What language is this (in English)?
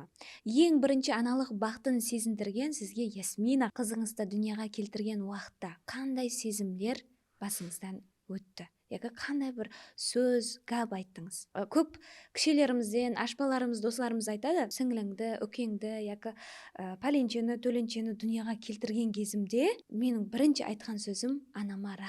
Kara-Kalpak